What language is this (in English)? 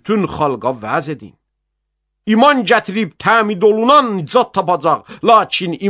Azerbaijani